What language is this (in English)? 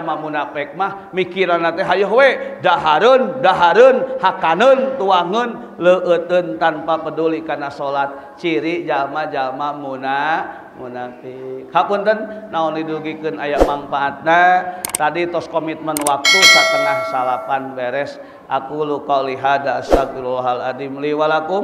Sundanese